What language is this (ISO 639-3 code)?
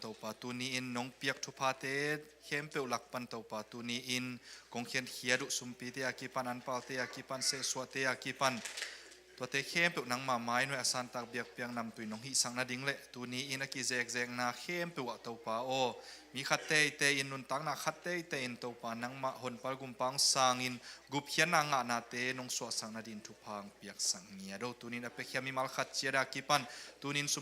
ctd